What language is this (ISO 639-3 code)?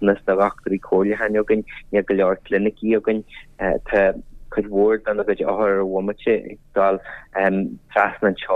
gle